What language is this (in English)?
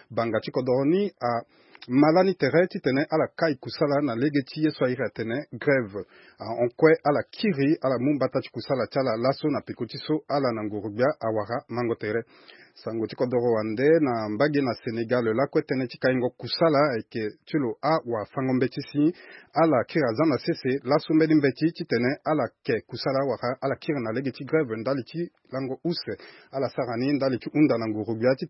Sango